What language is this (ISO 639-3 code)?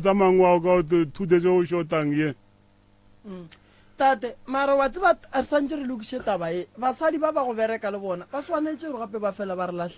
nso